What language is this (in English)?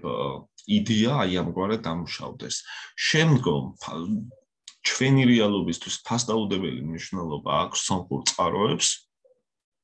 Georgian